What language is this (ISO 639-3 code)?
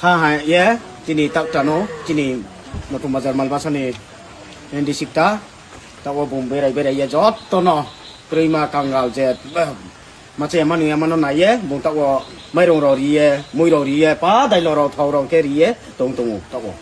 trp